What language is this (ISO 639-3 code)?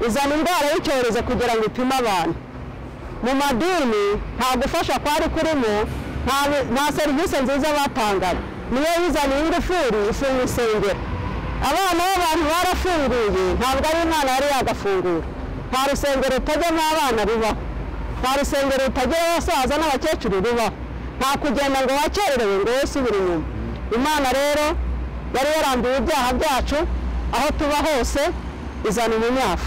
kin